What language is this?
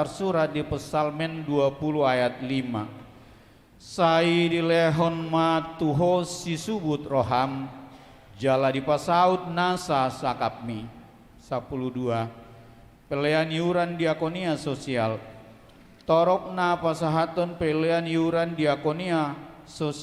Batak Toba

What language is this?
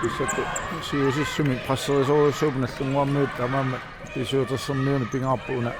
Kalaallisut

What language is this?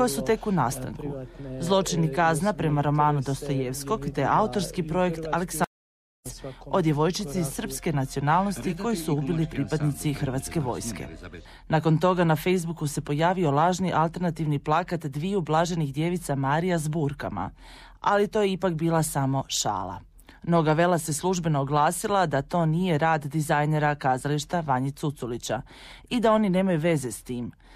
Croatian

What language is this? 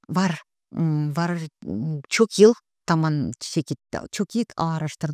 Gagauz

